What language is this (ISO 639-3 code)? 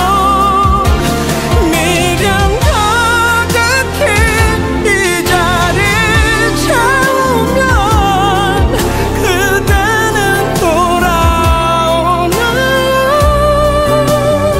kor